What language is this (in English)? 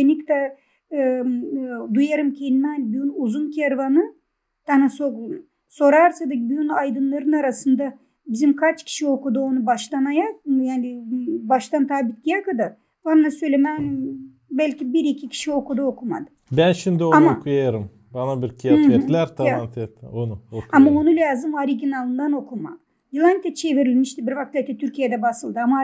Gagauz